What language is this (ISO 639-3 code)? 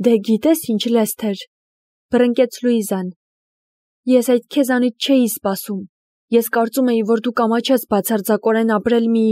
hye